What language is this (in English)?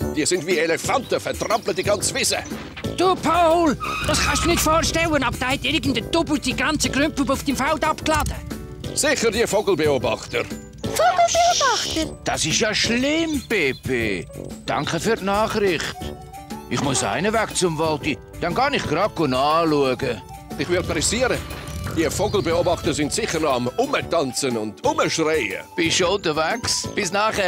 Swiss German